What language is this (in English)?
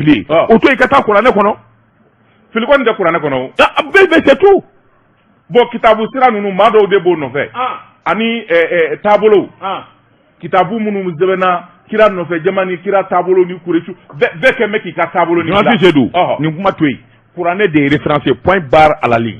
Bambara